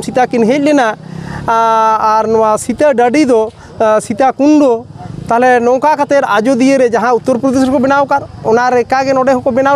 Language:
Santali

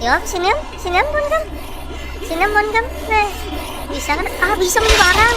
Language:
Banjar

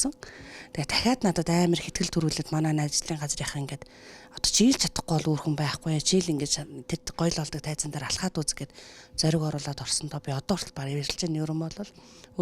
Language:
Mongolian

